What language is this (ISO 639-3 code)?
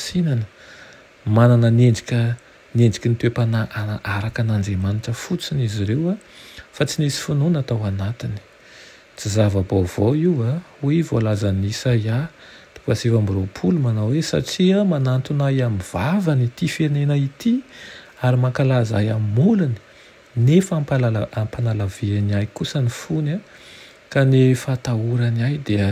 mlg